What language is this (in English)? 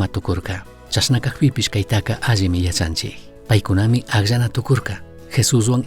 Chimborazo Highland Quichua